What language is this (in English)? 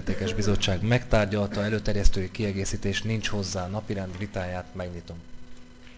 Hungarian